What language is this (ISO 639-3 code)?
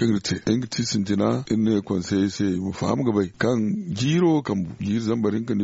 dje